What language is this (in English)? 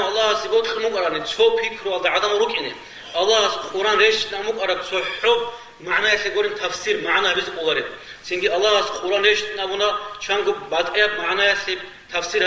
Avaric